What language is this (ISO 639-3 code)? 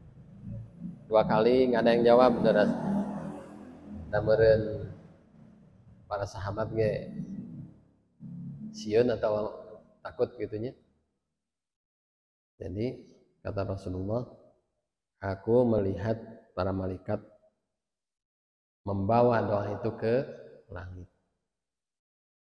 ind